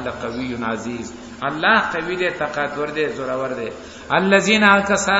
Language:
Pashto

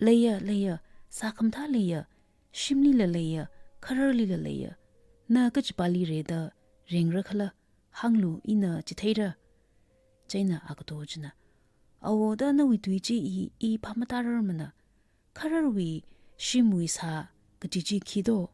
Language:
Tangkhul Naga (India)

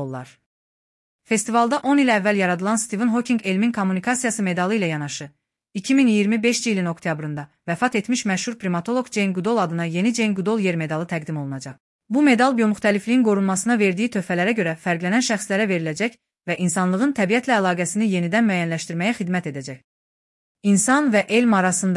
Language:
Azerbaijani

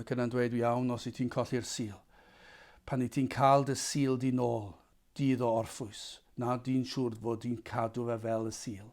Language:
Welsh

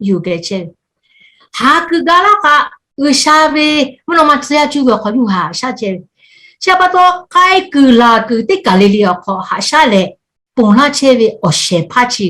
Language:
Lahu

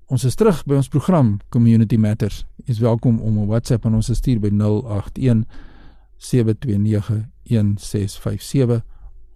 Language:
Afrikaans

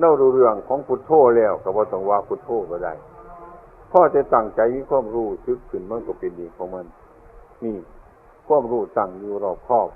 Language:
Northeastern Thai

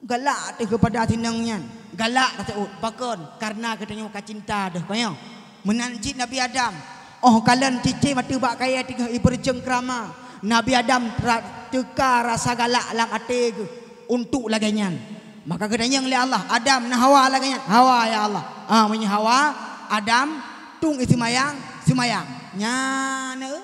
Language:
Achinese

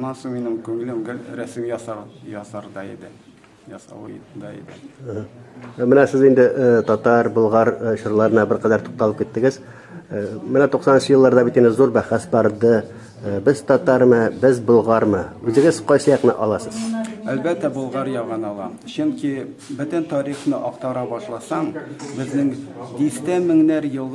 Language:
Tatar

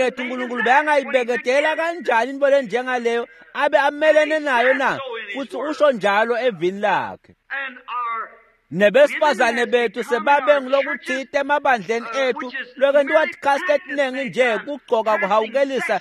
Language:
Swati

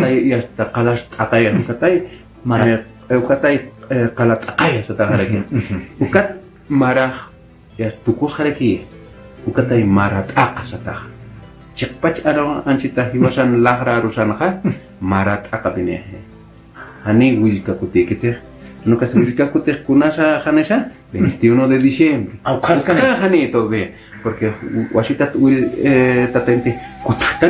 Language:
Aymara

